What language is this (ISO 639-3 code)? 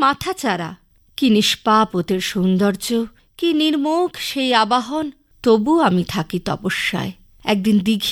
ben